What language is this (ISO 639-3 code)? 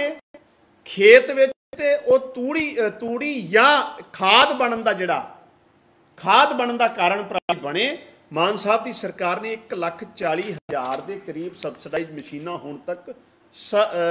pan